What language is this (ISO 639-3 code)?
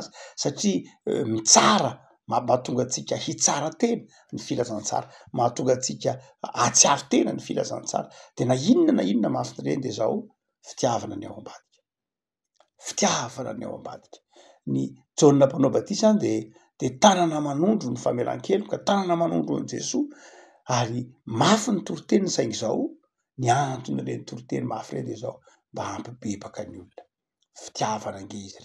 mlg